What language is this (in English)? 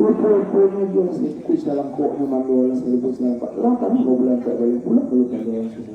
Minangkabau